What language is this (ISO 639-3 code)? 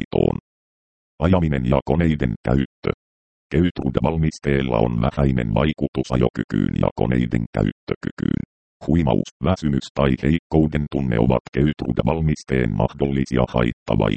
fin